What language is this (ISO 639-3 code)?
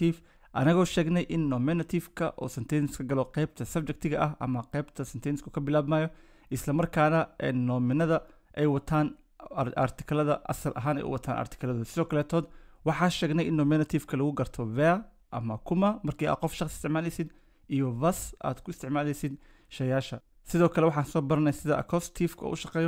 som